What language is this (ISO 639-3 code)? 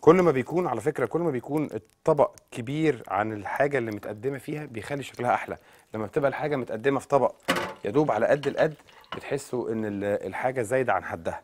arz